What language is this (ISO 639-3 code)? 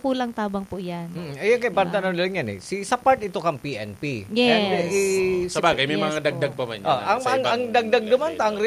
bik